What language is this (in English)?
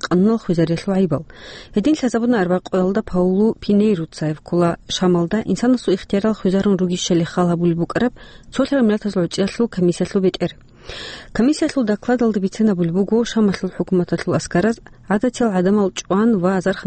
Avaric